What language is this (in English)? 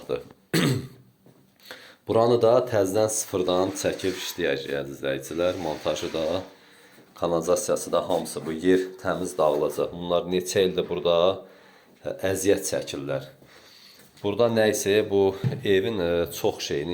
Azerbaijani